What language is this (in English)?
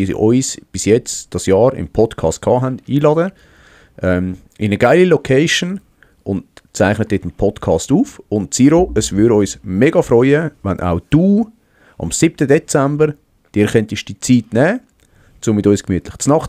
Swiss German